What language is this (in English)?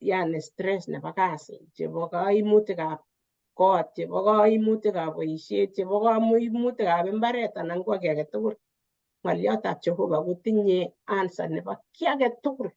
Kalenjin